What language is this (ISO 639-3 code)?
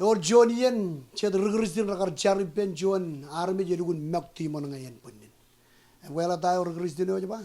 mah